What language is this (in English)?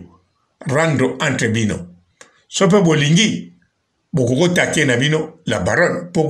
Lingala